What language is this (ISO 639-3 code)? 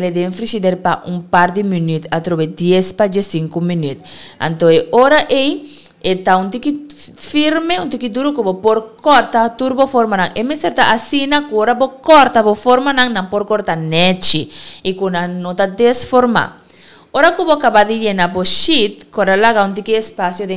pap